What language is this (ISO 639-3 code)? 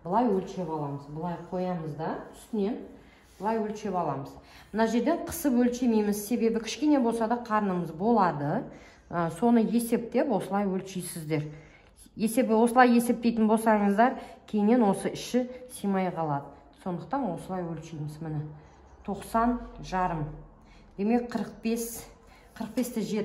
kaz